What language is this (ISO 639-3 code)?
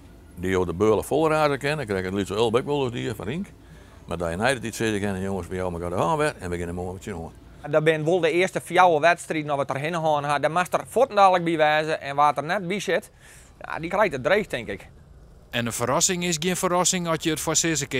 fry